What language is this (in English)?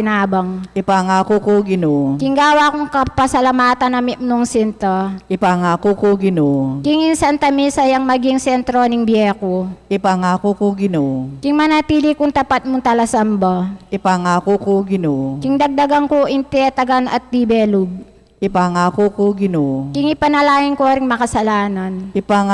Pampanga